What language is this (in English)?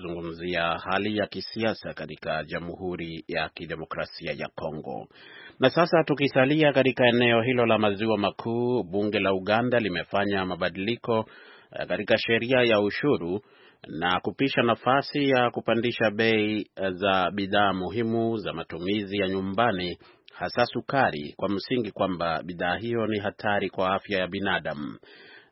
Swahili